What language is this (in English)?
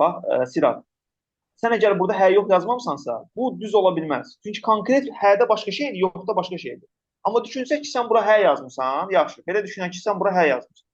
Azerbaijani